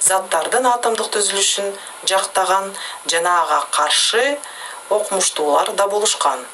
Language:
Kyrgyz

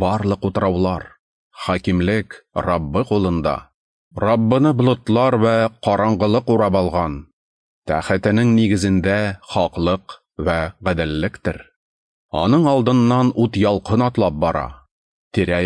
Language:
Tatar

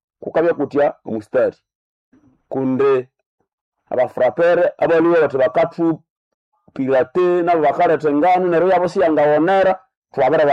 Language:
Nande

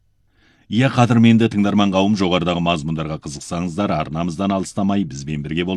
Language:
Kazakh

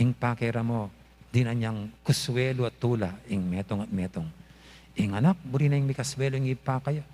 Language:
Pampanga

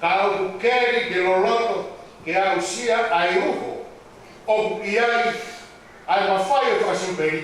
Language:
Tongan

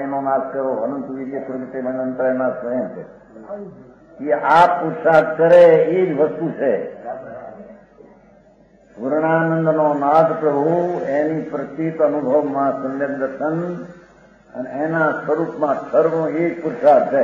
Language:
Gujarati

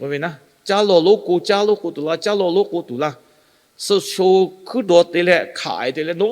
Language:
Lahu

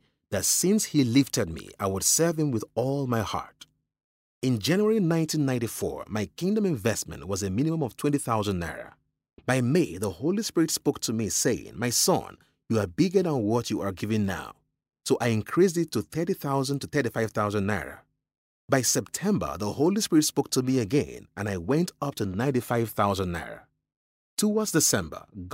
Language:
English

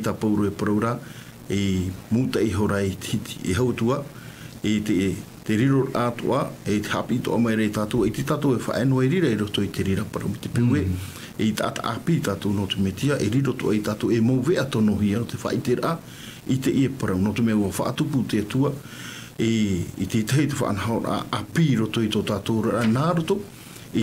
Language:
Tahitian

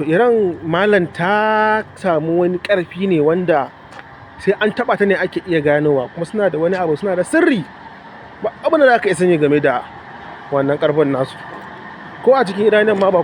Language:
Hausa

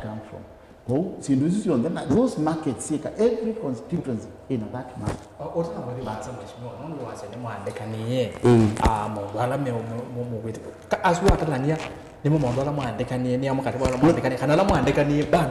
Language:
Kamba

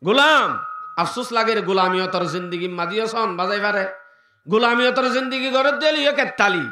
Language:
Rohingya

